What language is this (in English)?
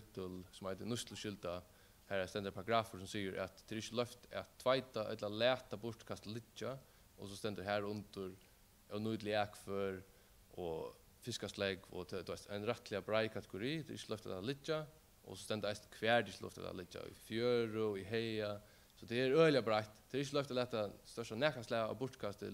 Faroese